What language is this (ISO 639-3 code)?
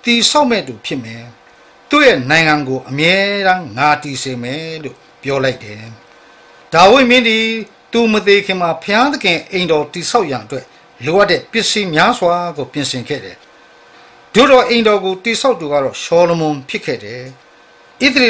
mya